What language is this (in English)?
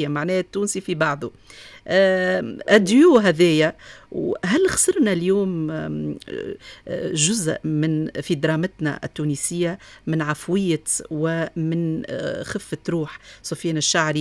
Tunisian Arabic